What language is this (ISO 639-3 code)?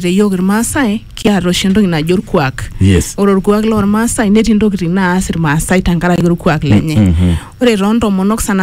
mas